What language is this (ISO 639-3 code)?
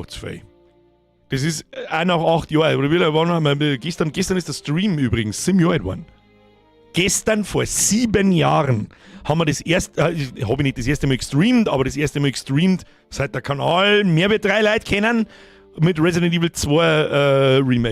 bar